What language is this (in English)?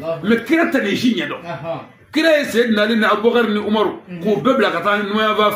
Bambara